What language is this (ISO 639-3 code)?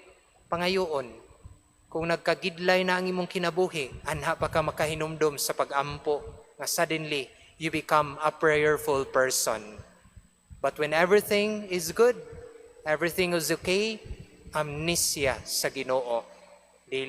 ceb